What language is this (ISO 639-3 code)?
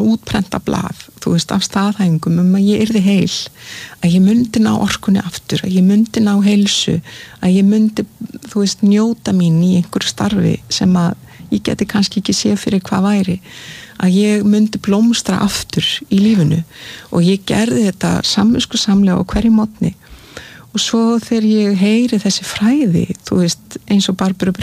isl